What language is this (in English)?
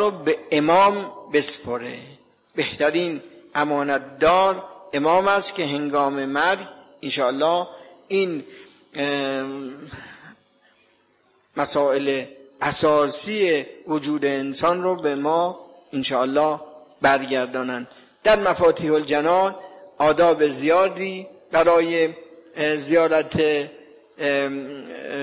Persian